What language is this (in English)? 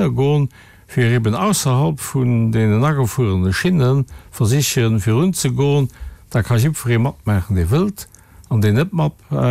Luxembourgish